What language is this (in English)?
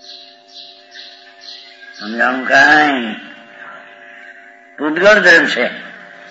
Gujarati